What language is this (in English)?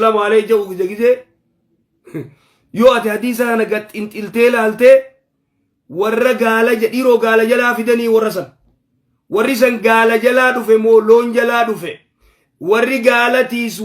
Oromo